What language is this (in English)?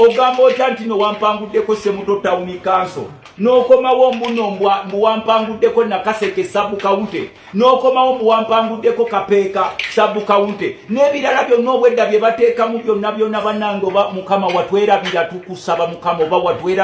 Ganda